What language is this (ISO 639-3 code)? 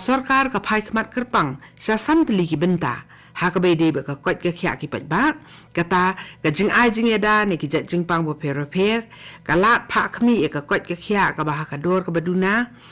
kha